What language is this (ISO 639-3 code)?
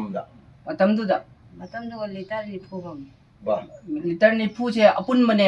mni